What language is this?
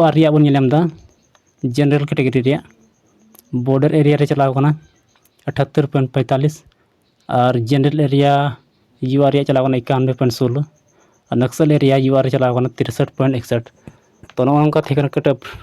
Santali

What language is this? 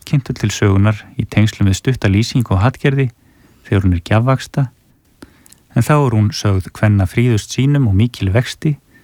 Icelandic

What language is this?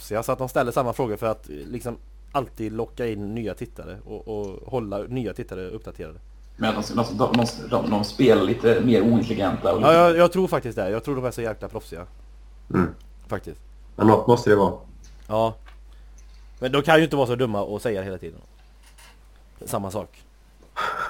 Swedish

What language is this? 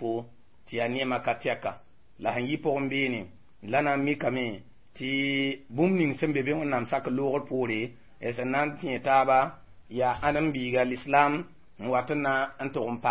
Mossi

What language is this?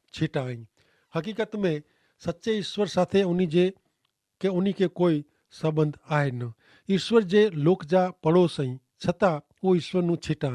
Kachhi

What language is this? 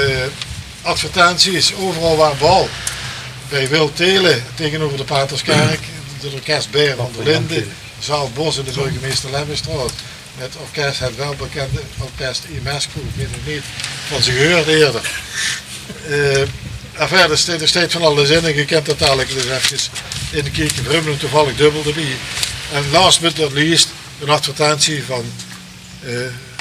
Limburgish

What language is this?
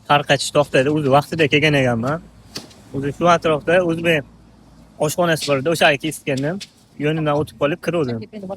Uzbek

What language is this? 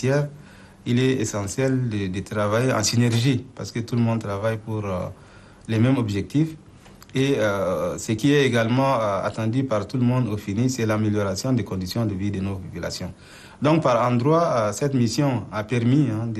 French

